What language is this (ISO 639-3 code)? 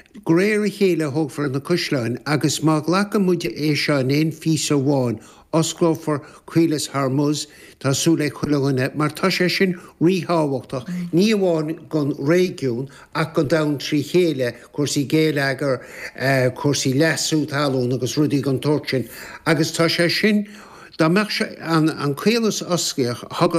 gle